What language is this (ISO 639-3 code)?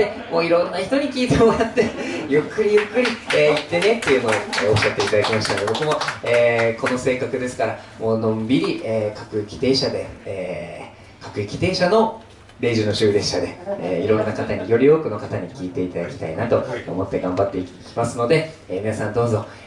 jpn